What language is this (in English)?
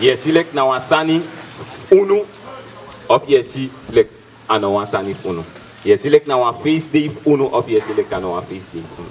Sranan Tongo